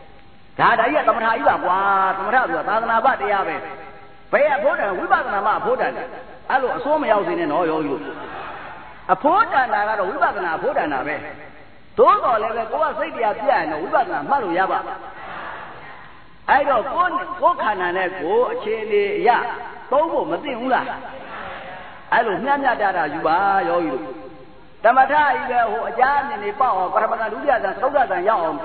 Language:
Burmese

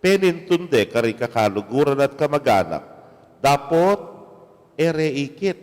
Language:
Pampanga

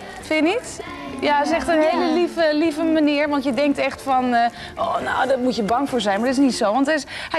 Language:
Dutch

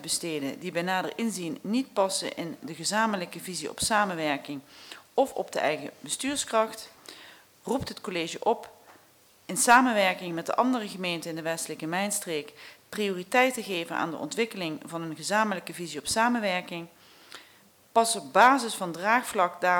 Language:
Dutch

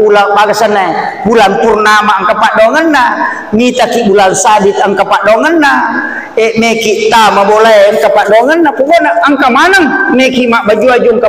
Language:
Buginese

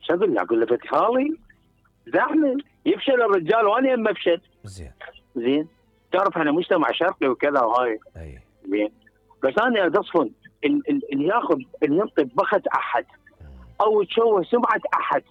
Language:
Mesopotamian Arabic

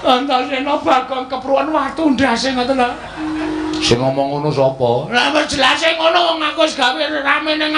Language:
Javanese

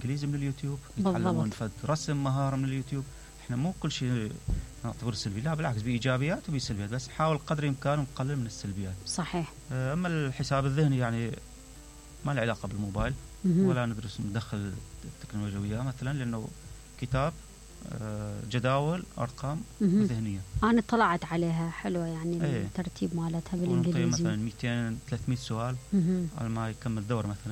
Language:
Mesopotamian Arabic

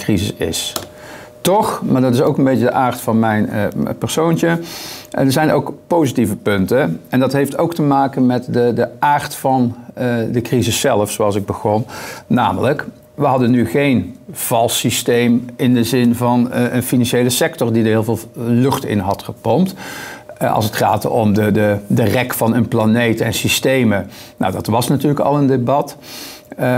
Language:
Dutch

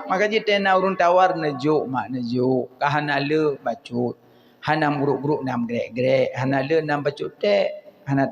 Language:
Achinese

